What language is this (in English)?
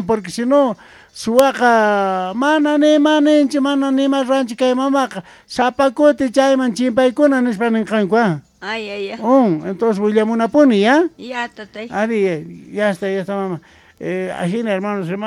Quechua